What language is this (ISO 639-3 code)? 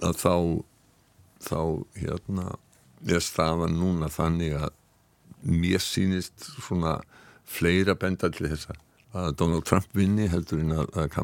isl